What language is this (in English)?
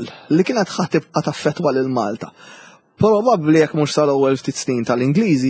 Maltese